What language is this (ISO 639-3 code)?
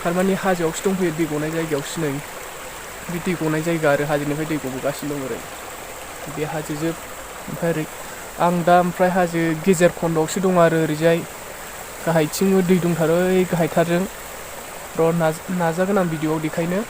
brx